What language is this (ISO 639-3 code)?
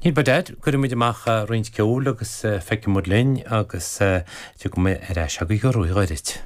gle